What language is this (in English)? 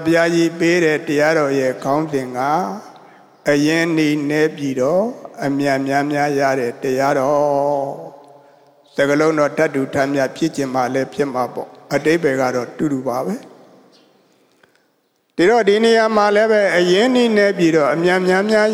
Burmese